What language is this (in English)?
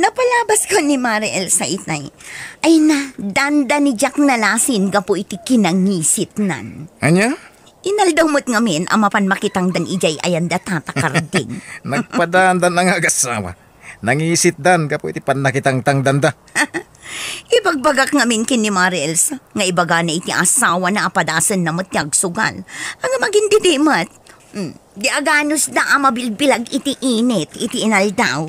Iloko